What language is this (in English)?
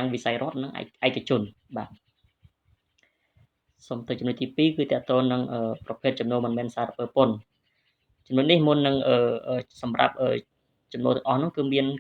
Khmer